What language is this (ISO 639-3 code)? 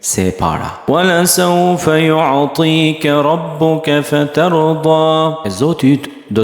sqi